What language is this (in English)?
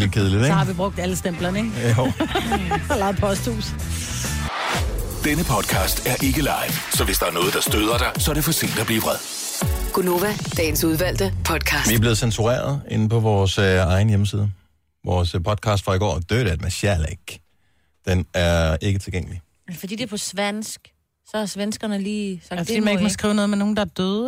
Danish